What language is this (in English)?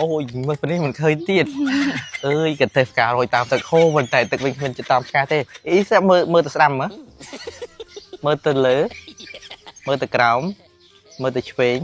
Khmer